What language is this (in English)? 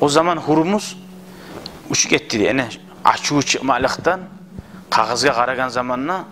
Kumyk